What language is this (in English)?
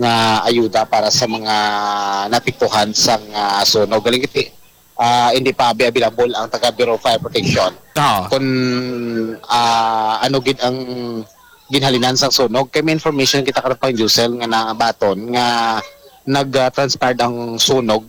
Hiligaynon